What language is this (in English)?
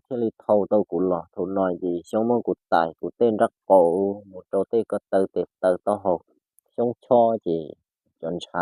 Hmong